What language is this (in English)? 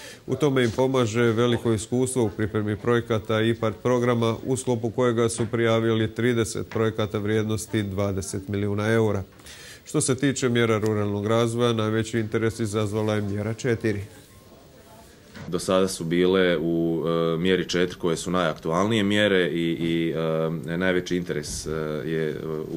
Croatian